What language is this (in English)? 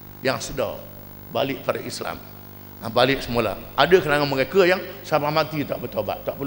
Malay